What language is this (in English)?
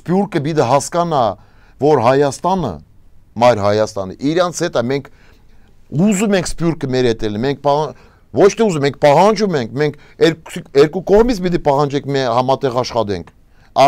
Armenian